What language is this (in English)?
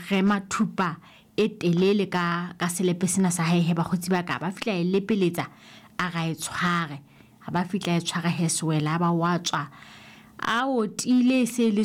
Southern Sotho